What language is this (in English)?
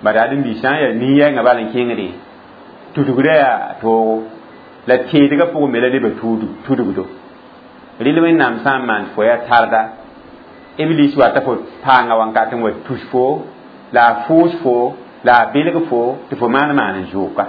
Mossi